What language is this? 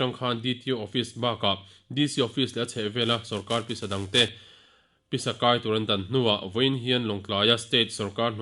Mizo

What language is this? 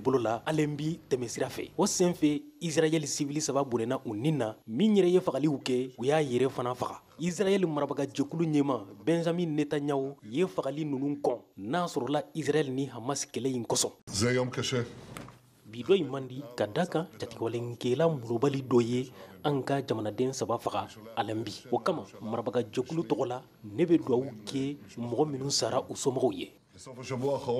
Bambara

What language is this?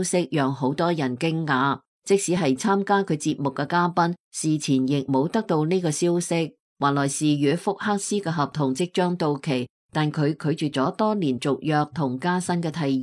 Cantonese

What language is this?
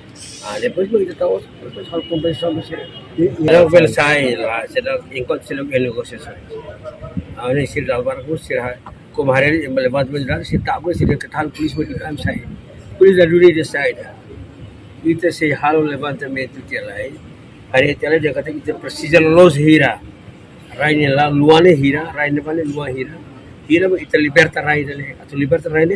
Tetum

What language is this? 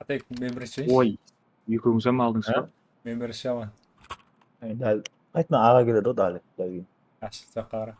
Kara-Kalpak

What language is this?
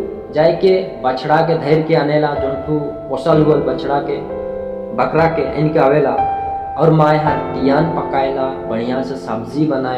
Sadri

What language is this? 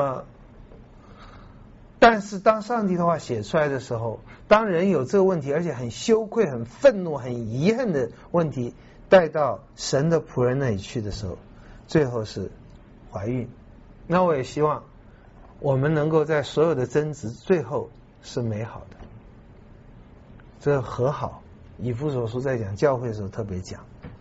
Chinese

